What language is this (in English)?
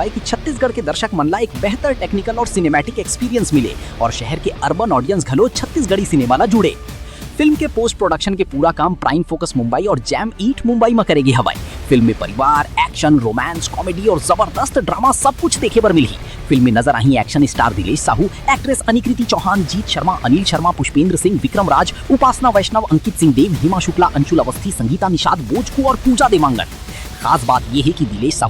Chhattisgarhi